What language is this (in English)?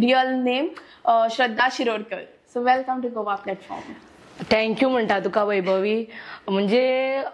Konkani